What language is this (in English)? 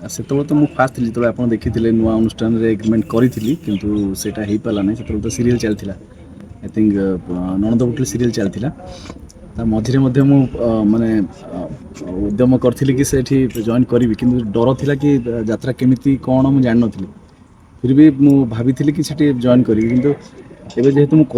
Odia